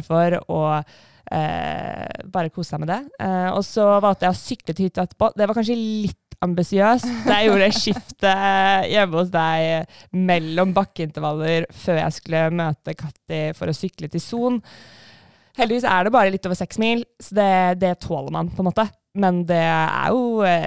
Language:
Norwegian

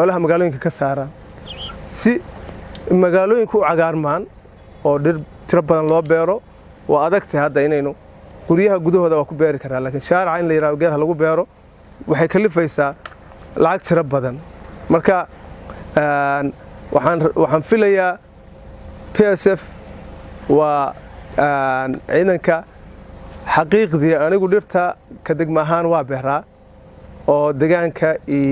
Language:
Somali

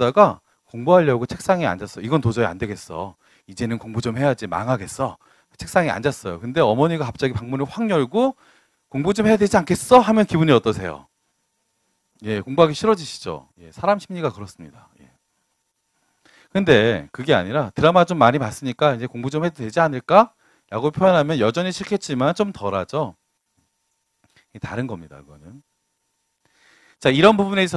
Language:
Korean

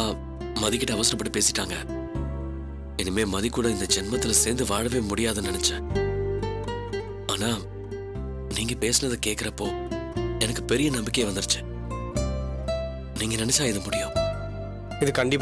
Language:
Tamil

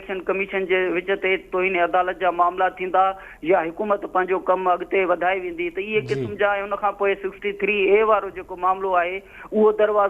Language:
Sindhi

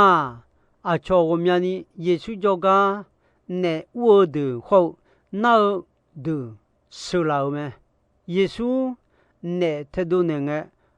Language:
Akha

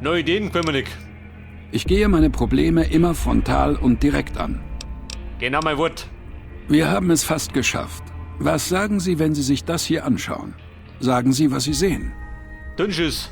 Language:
Bavarian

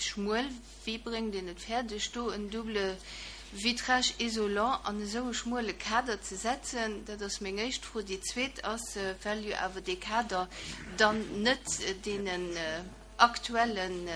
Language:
Luxembourgish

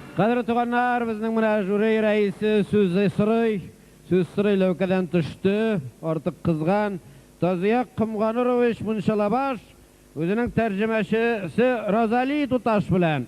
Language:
Tatar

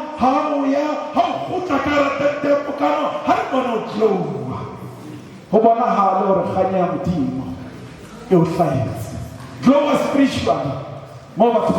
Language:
Southern Sotho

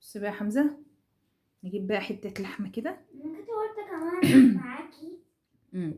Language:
Egyptian Arabic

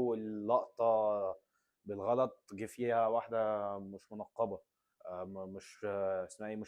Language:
Egyptian Arabic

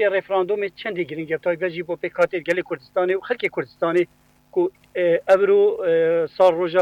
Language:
Kurdish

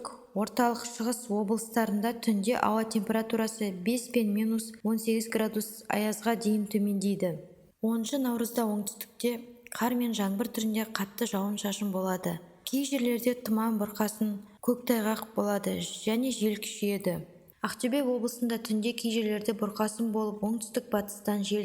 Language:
Kazakh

